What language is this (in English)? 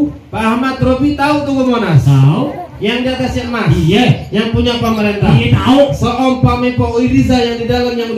Betawi